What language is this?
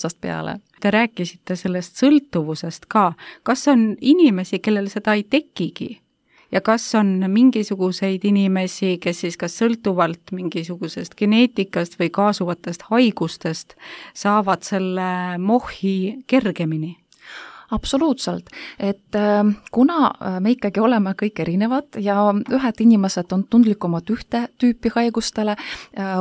Estonian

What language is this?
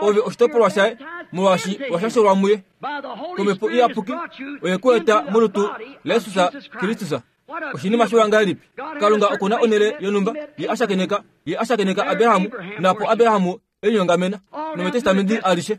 Kuanyama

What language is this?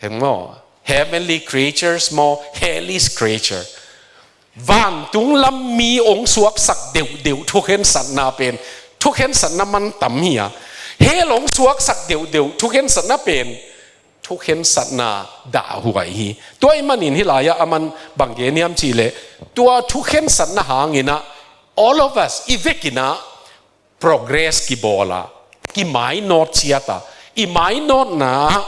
Tedim Chin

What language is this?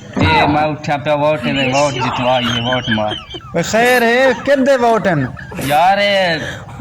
Saraiki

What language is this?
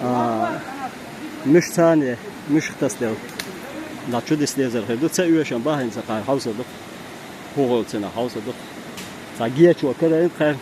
Chechen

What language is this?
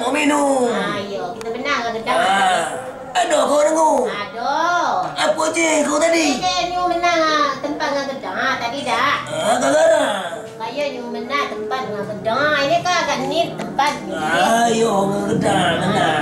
Minangkabau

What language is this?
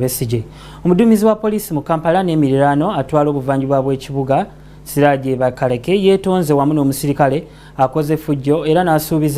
Ganda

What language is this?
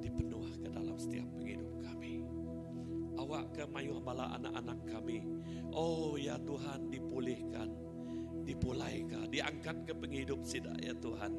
Iban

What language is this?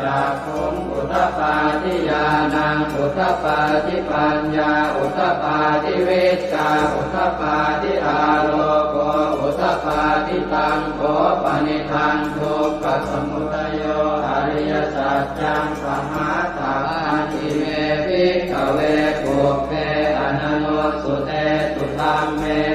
Pali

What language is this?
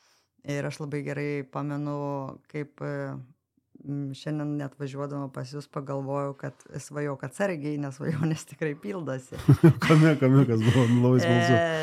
Lithuanian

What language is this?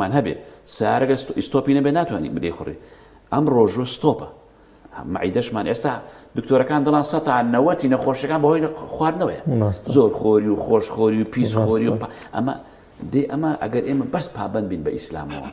Central Kurdish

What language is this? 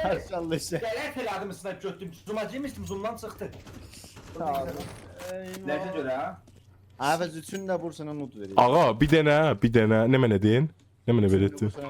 South Azerbaijani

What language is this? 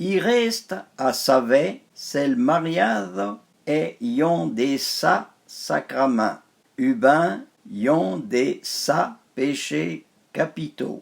Arpitan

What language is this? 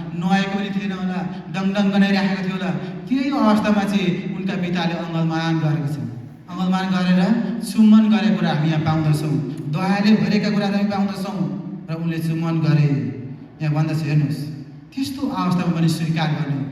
Nepali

